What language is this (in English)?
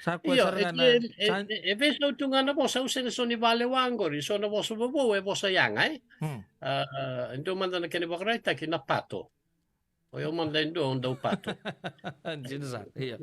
Fijian